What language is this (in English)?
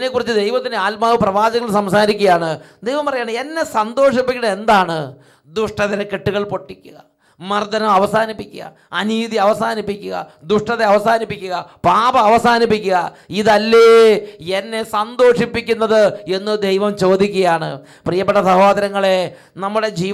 Malayalam